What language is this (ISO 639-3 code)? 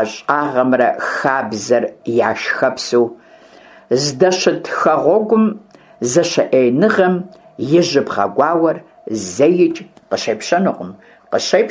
kbd